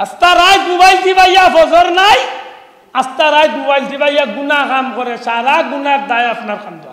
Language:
Sylheti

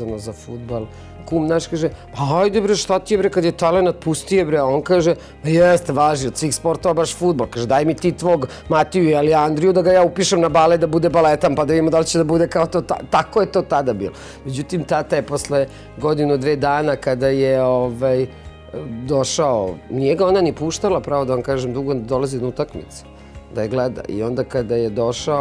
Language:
Serbian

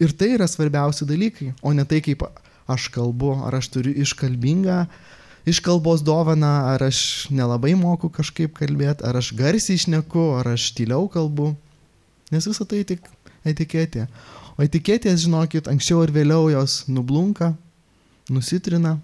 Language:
Lithuanian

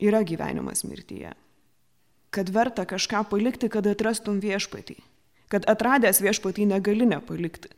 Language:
Lithuanian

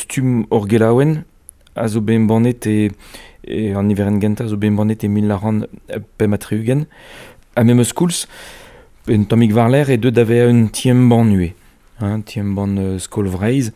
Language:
Breton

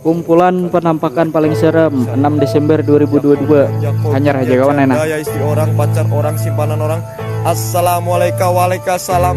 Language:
Banjar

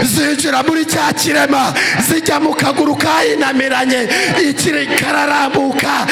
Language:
Kinyarwanda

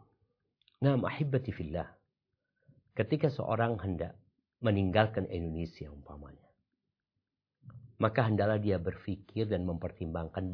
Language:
Indonesian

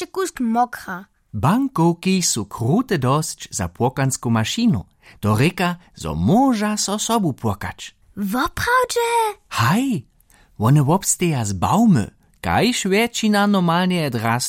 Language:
Upper Sorbian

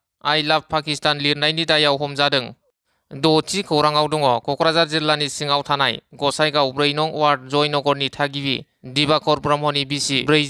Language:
Bodo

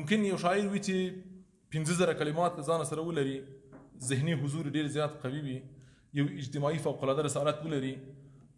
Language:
Pashto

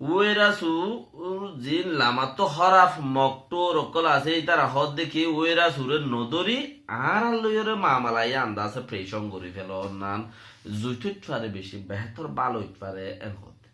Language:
Rohingya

